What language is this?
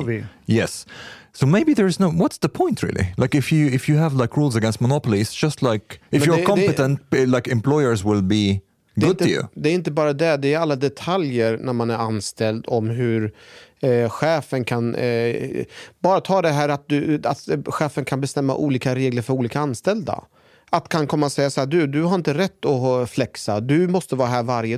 Swedish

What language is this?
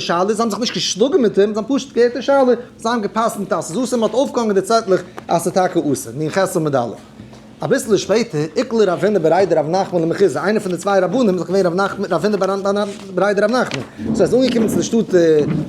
Yiddish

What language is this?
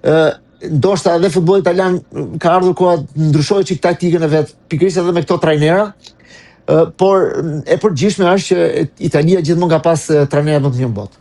Albanian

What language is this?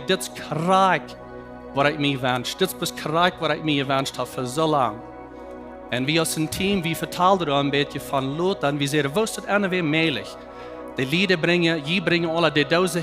Plautdietsch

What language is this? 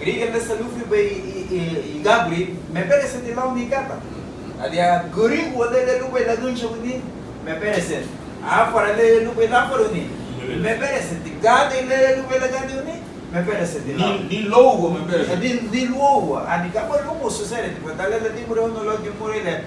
Garifuna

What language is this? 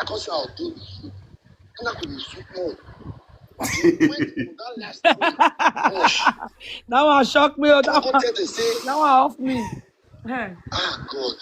Nigerian Pidgin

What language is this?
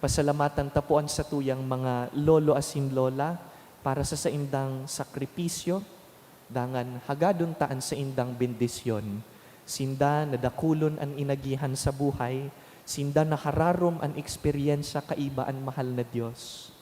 Bikol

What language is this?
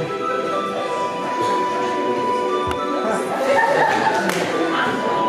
Russian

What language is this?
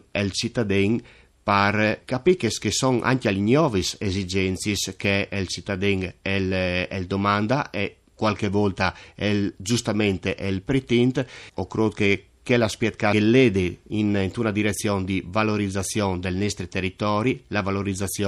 Friulian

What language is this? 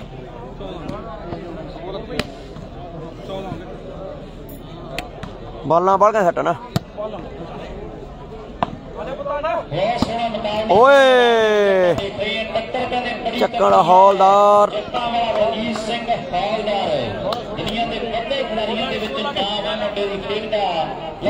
Punjabi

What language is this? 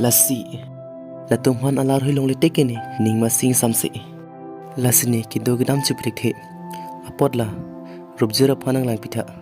Karbi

